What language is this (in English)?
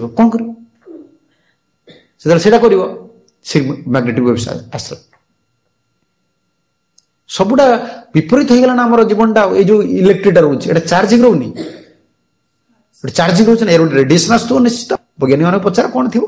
Odia